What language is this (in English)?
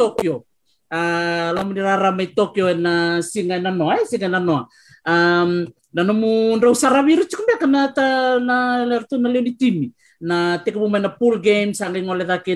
Fijian